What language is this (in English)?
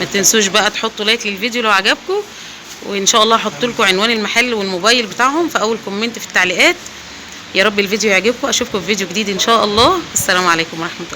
Egyptian Arabic